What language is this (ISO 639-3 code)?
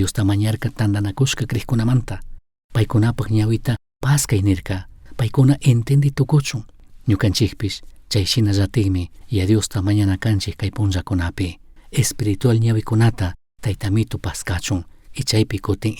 qug